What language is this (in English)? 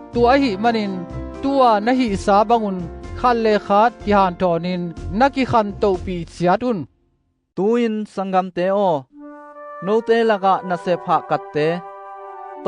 Tedim Chin